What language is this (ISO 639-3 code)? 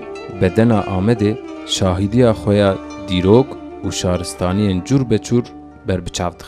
kur